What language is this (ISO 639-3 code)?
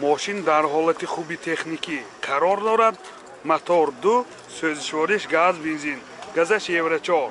tgk